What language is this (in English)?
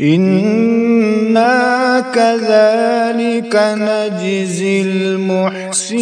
Kashmiri